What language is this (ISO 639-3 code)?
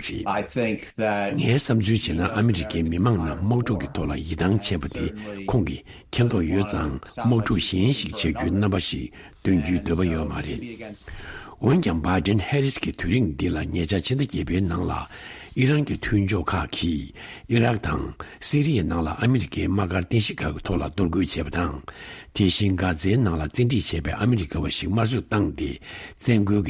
bod